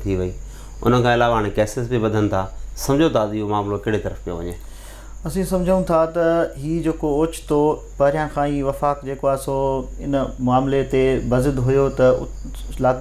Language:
Sindhi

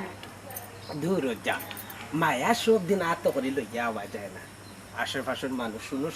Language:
Sylheti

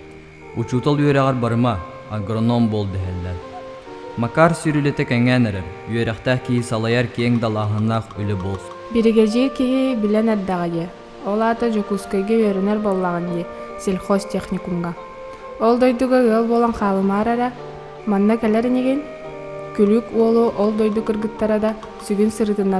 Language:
Yakut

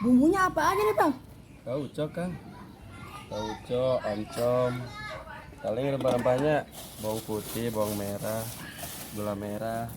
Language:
Betawi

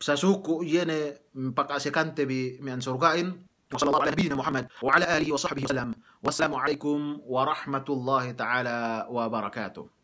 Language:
Yakan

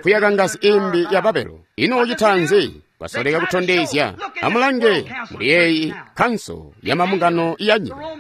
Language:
Tonga (Zambia)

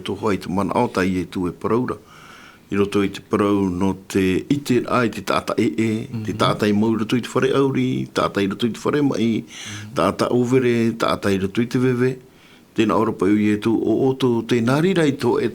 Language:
Tahitian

